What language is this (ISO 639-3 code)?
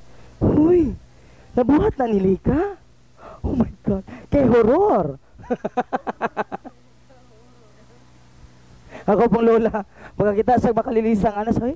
ceb